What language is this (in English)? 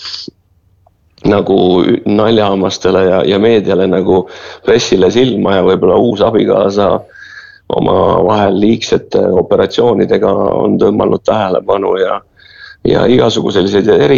Estonian